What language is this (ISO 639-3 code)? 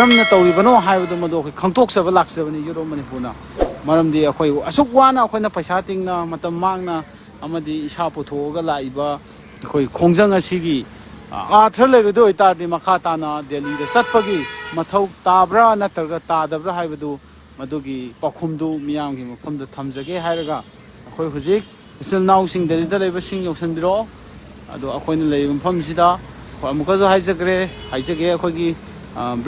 mni